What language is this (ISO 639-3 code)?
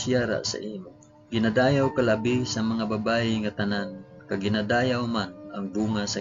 hil